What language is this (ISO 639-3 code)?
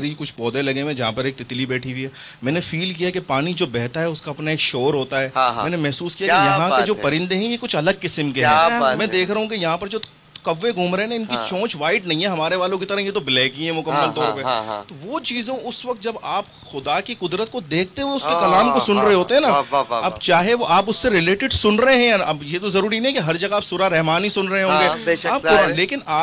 urd